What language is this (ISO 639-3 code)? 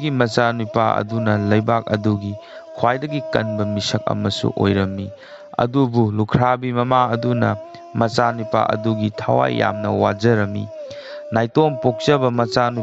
mni